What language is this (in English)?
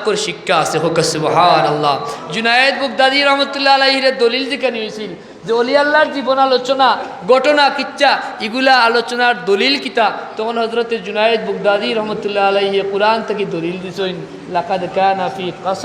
Sylheti